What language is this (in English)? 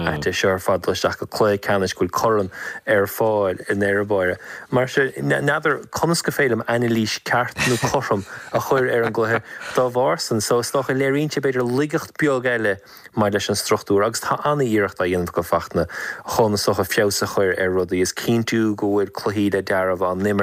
Irish